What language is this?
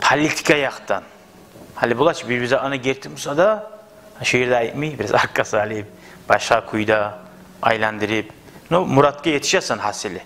Kumyk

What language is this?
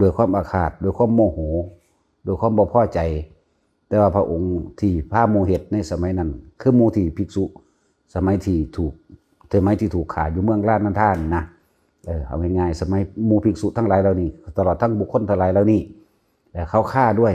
Northeastern Thai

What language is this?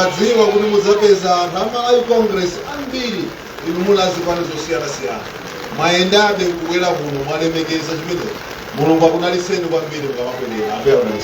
Nyanja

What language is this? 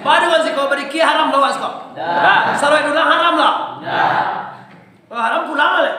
Minangkabau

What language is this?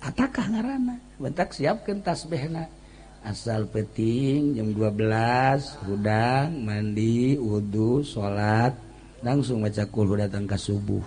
Sundanese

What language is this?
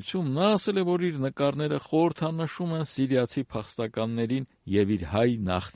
Armenian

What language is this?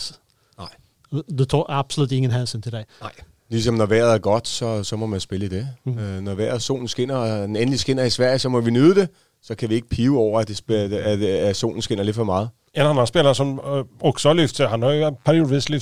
Danish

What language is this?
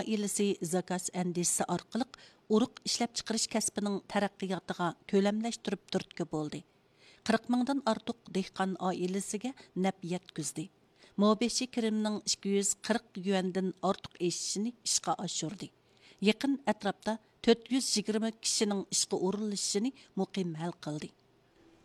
Uyghur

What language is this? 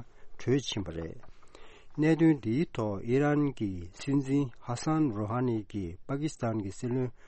Tibetan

